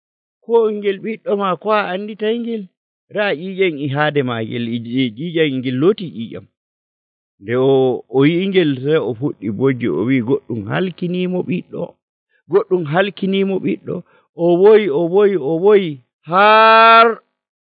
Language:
Nigerian Fulfulde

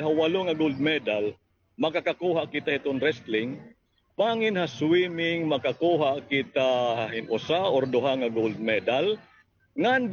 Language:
Waray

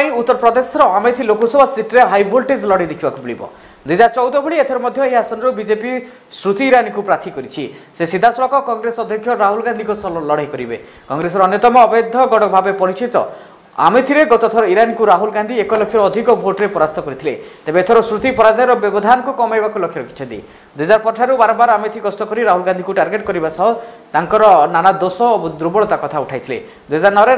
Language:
Odia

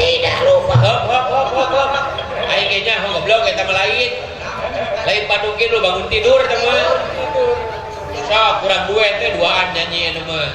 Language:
Sundanese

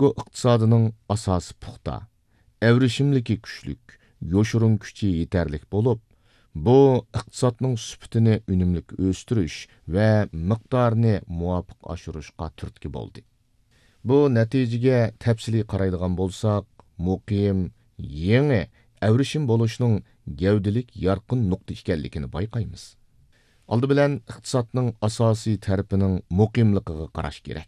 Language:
Uyghur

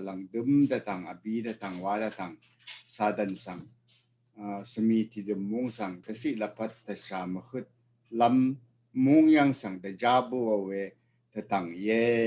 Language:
Rawang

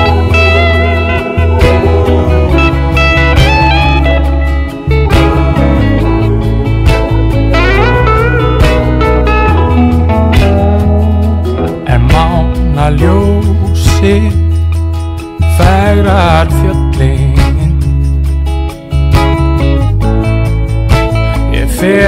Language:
Icelandic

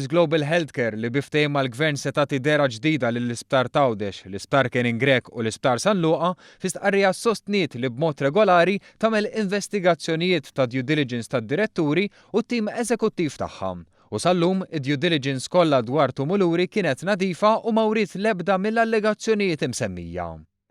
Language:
Maltese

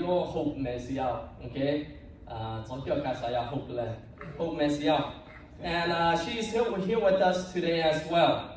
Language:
Lahu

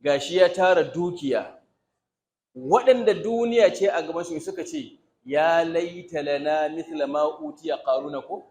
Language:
Hausa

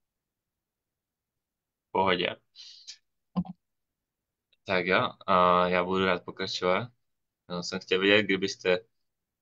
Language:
Czech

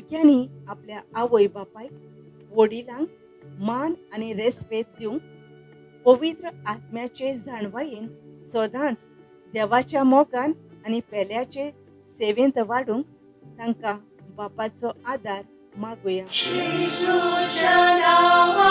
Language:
Konkani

